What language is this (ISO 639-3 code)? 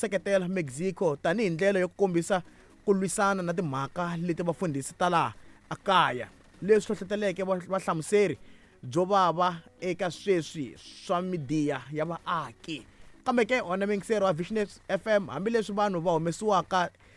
tso